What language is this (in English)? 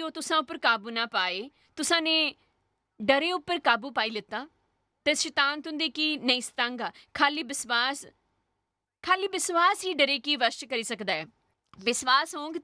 Dogri